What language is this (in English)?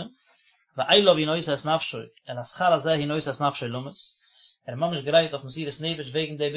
Yiddish